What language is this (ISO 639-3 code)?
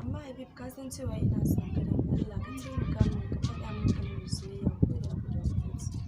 hau